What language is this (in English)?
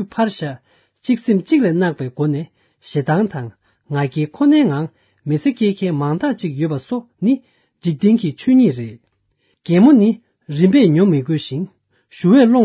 Tibetan